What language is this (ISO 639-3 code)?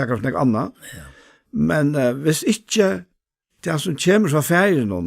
fao